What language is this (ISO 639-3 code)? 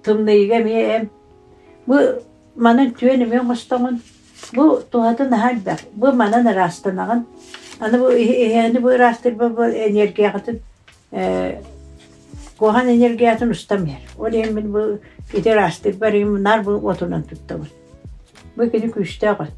sah